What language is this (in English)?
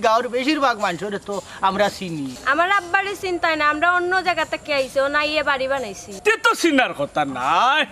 Sylheti